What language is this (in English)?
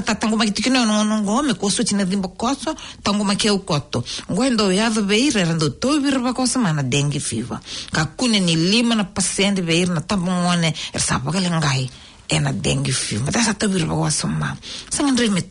Fijian